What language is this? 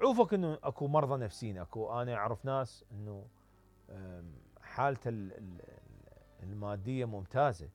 Mesopotamian Arabic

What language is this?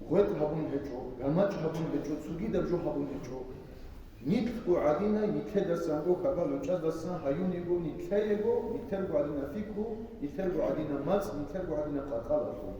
Avaric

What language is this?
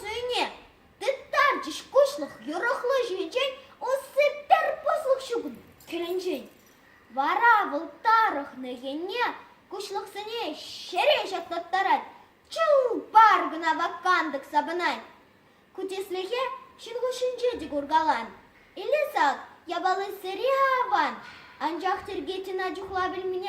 Chuvash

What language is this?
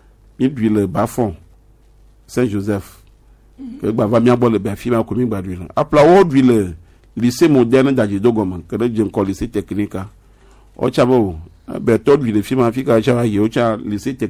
Gen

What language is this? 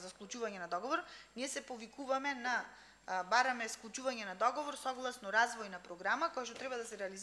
Macedonian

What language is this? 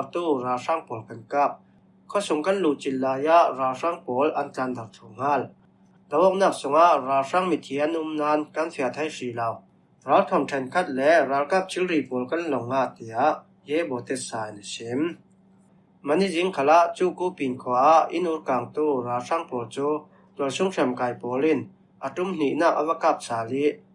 Falam Chin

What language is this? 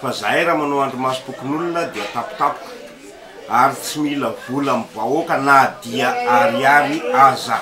Malagasy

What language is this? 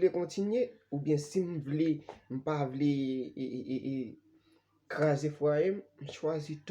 Haitian Creole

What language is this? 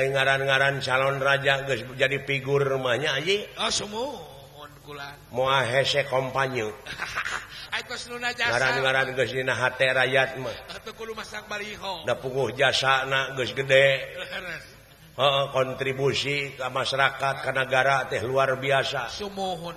Sundanese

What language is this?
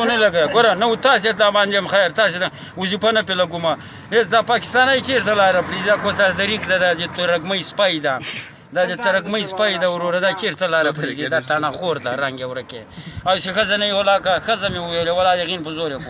Pashto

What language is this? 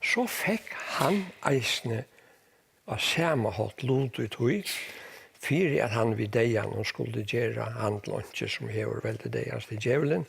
Faroese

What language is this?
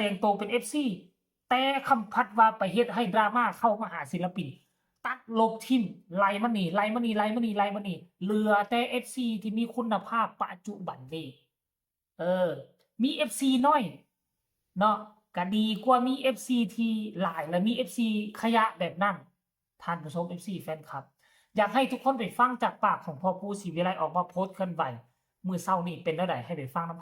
Northeastern Thai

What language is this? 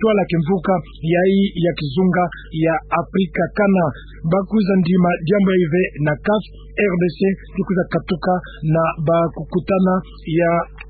Kituba (Democratic Republic of Congo)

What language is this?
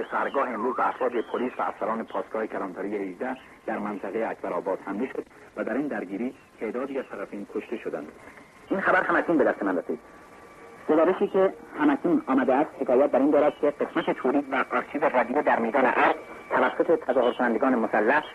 Persian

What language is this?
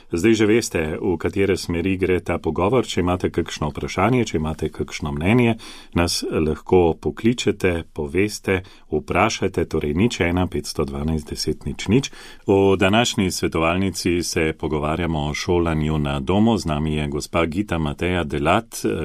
Slovenian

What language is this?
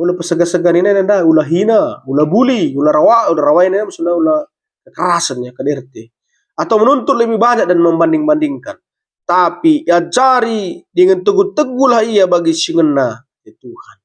Batak Karo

